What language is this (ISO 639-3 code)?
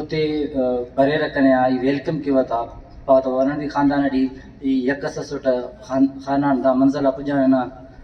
brh